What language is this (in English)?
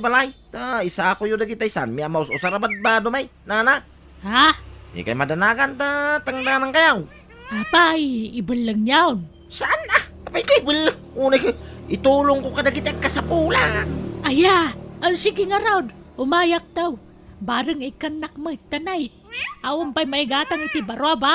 Iloko